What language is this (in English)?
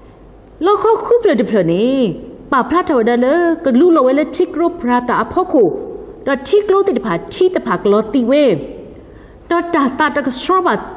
S'gaw Karen